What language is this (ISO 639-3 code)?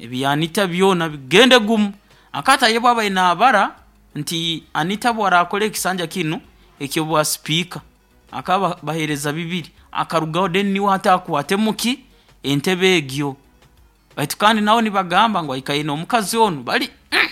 nyo